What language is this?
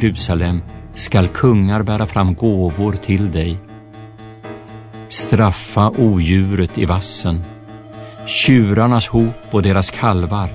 Swedish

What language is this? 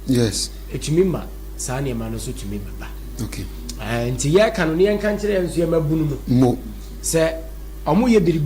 Akan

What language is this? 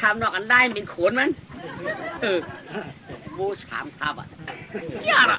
Shan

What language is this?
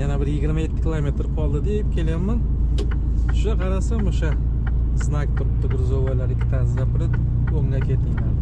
Uzbek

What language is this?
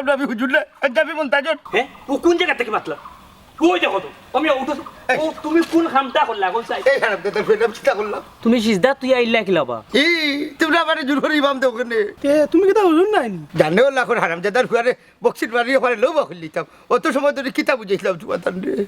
Sylheti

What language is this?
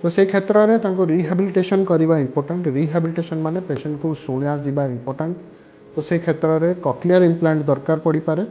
Odia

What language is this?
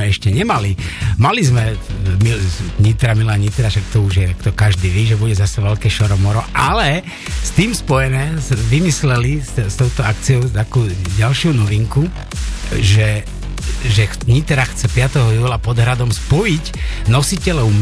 Slovak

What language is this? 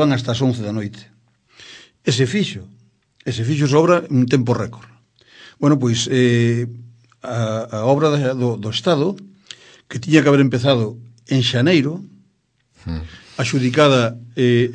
Galician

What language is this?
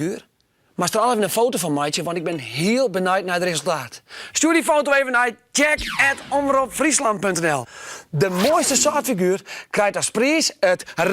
Western Frisian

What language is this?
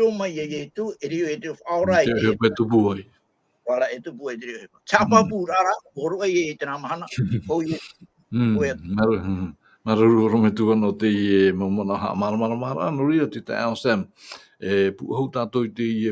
Tahitian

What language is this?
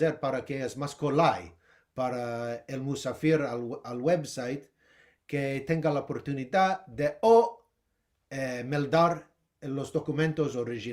Ladino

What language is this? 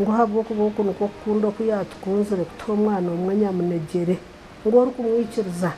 Nyankole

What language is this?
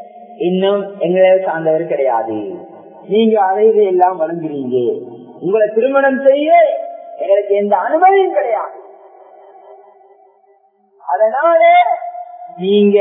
Tamil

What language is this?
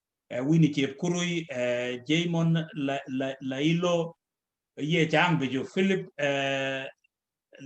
Kalenjin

